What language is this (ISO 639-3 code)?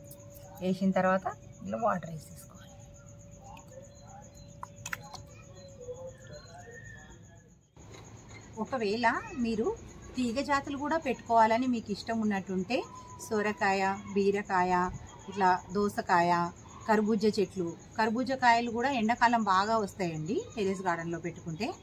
tel